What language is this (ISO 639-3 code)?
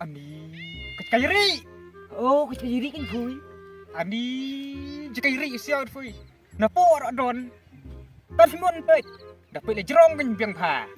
kha